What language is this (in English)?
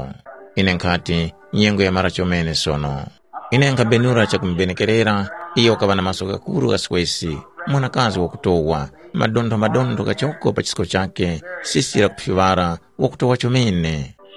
Tumbuka